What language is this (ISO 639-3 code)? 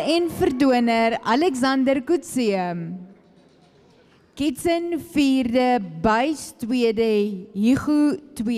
afr